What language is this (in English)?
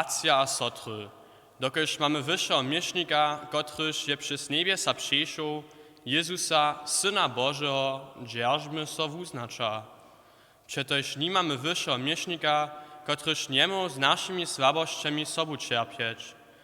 Upper Sorbian